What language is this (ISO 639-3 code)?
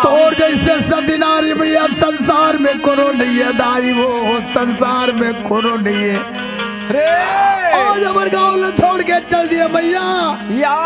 hne